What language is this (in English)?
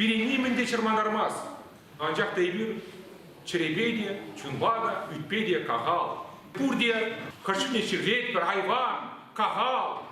Chuvash